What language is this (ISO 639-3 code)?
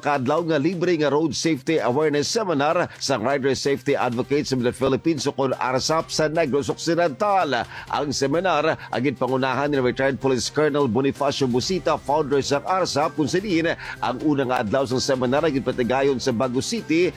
hil